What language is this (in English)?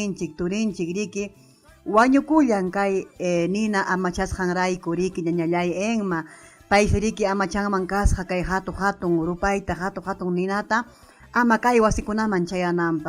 Ayacucho Quechua